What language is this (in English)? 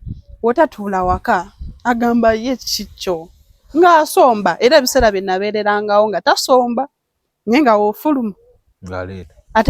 Ganda